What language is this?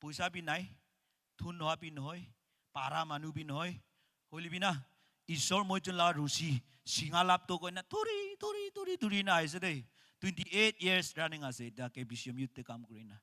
Naga Pidgin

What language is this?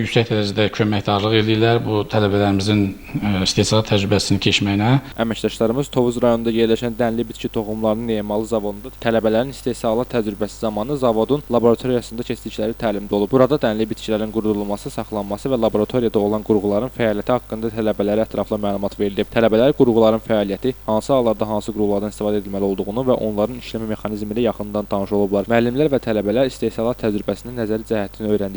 Azerbaijani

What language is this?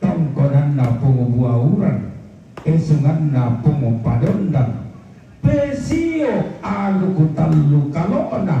Toraja-Sa'dan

